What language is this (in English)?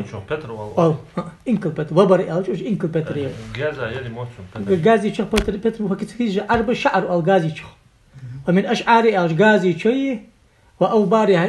Ingush